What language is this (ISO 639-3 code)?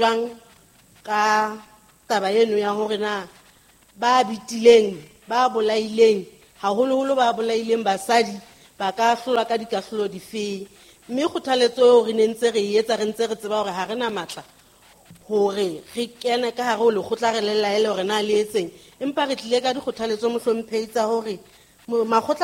sot